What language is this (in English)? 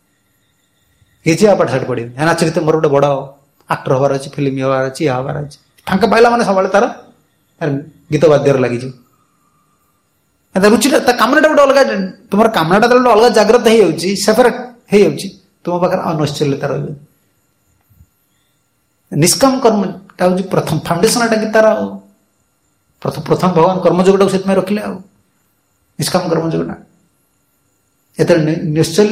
Odia